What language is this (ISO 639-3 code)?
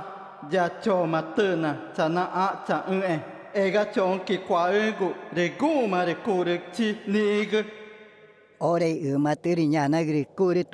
tca